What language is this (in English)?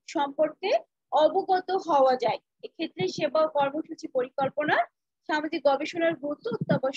Bangla